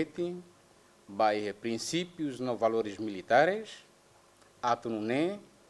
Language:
Tetum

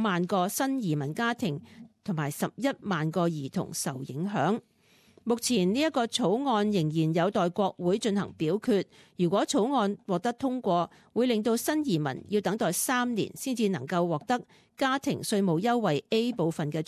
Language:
Cantonese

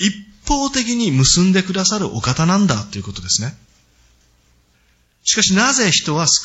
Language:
Japanese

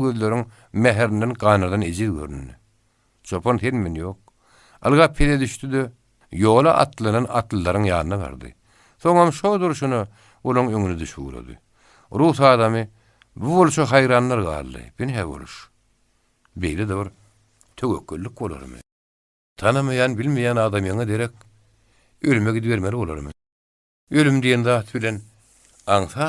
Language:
Turkmen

